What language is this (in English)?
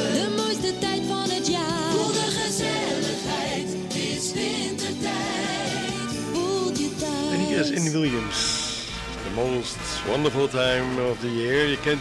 Dutch